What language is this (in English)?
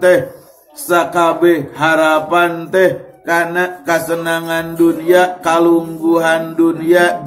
Sundanese